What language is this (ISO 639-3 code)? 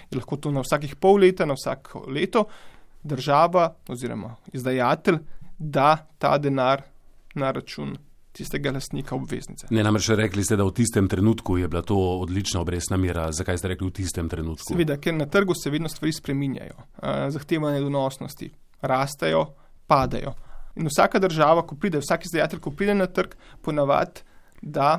slv